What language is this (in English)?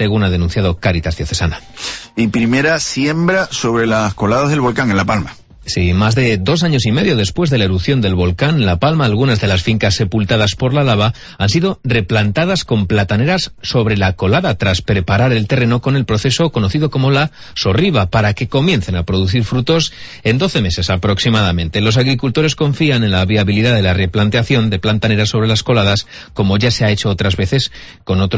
Spanish